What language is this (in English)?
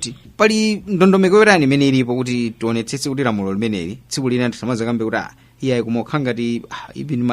Nyanja